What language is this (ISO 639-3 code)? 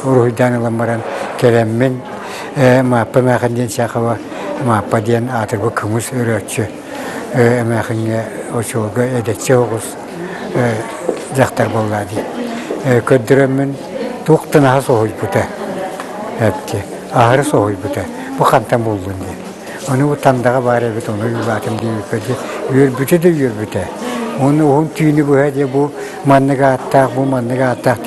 sah